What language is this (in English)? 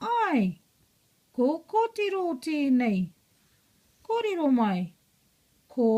Māori